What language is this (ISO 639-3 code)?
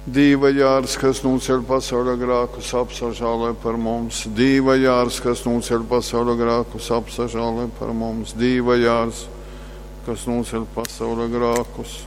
ltg